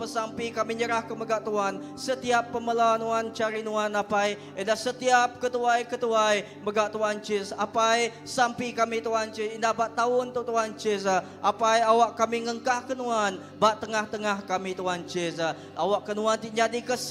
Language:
Iban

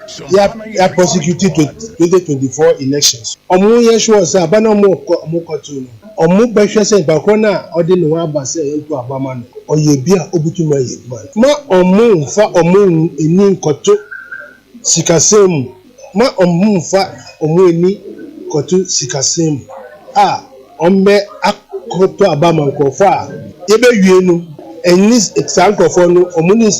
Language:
Akan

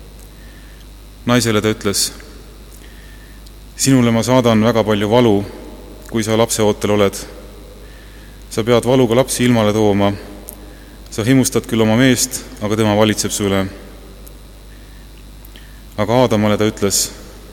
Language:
Estonian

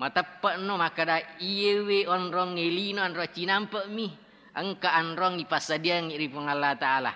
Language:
Buginese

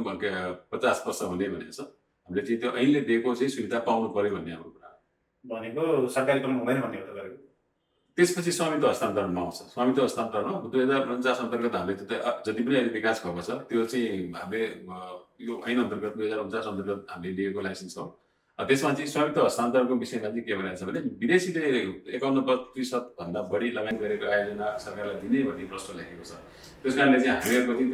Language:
Nepali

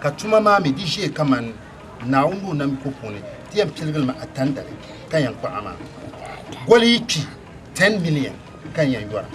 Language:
Dagbani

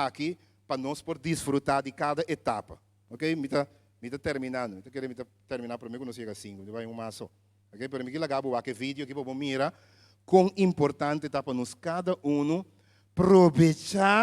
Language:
Papiamento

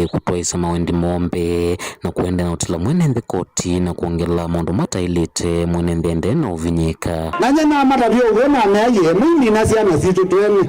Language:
Kamba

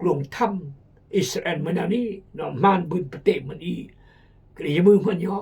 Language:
Khmu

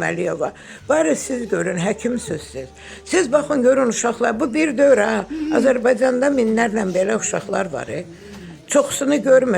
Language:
Azerbaijani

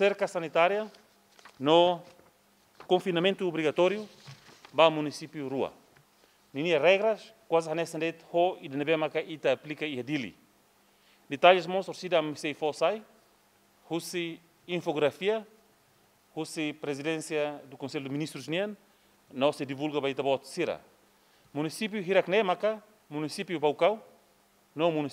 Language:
Tetum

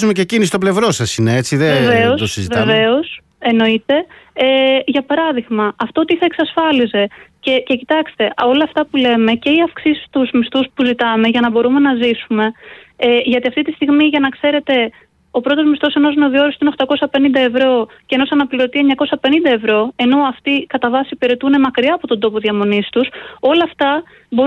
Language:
Greek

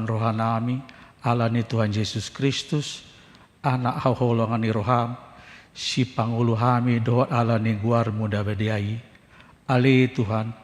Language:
Batak Toba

